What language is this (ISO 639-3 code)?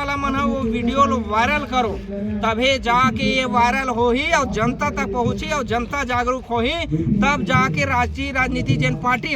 hne